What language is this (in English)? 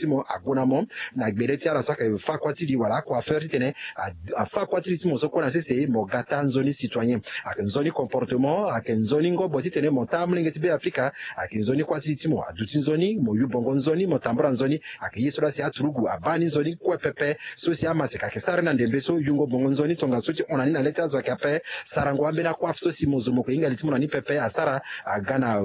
Sango